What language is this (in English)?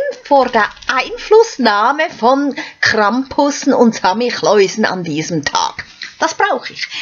Swiss German